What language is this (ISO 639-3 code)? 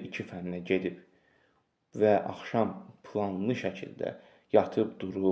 aze